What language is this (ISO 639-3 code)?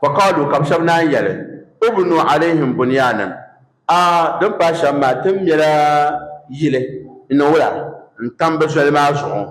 dag